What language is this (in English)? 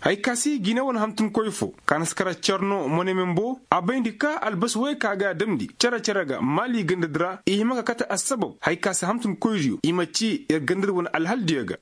Koyraboro Senni